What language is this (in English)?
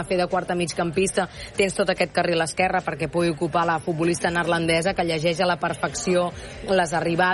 Catalan